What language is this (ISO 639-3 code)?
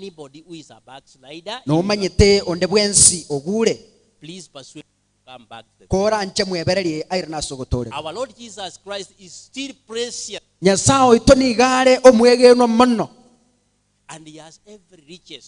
guz